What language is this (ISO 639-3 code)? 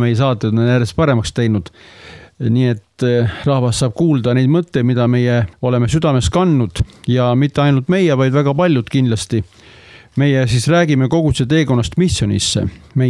est